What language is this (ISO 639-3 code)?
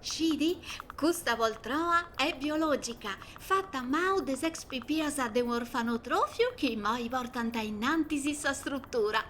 srd